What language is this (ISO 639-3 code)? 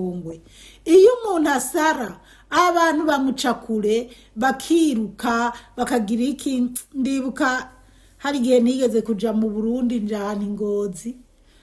run